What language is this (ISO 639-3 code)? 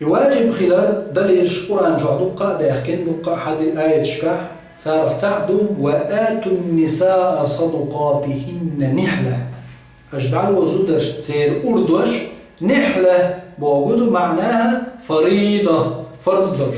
che